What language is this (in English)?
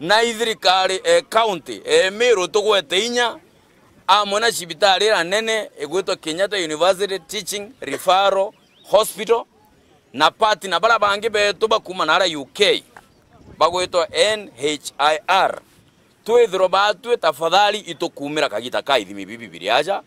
Meru